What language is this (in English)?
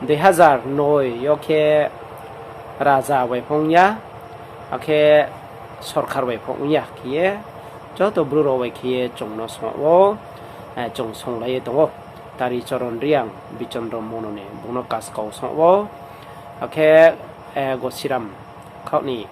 Riang (India)